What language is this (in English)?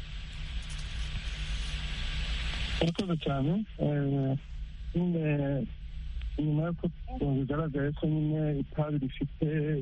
Kinyarwanda